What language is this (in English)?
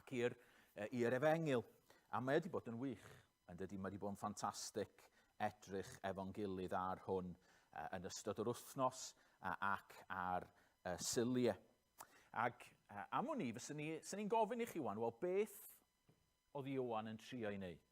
Welsh